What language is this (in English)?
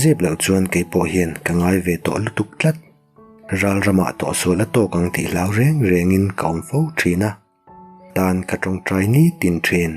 Mizo